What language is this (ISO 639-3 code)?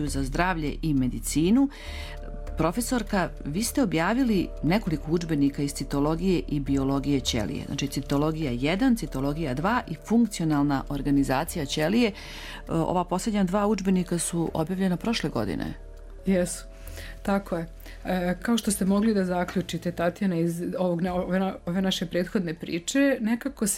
srp